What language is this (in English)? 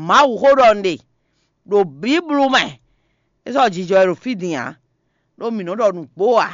Fon